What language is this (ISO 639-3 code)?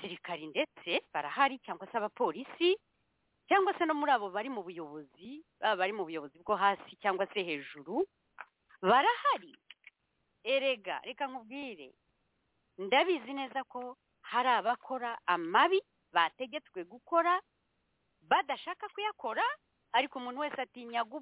kin